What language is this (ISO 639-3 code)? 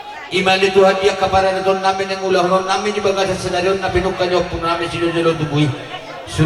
bbc